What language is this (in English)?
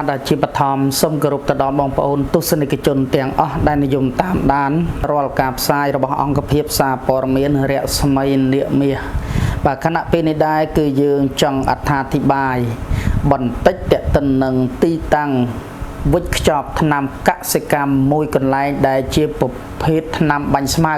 Khmer